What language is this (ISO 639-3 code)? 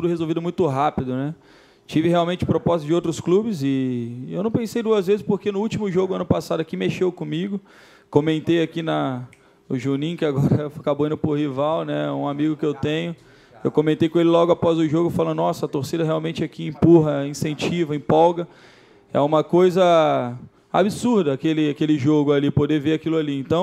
por